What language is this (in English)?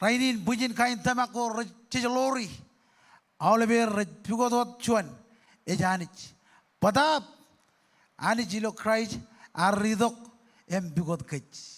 Marshallese